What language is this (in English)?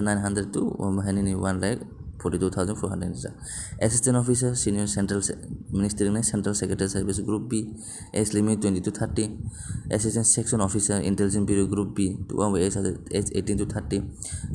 Kok Borok